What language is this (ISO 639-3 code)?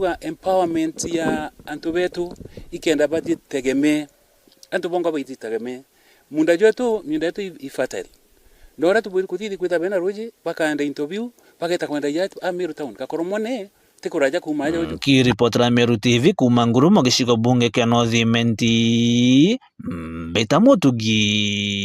mer